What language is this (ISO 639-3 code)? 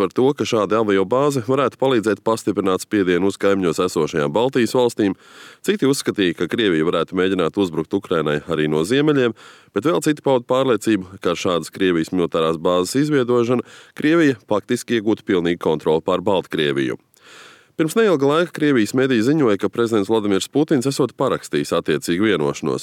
lav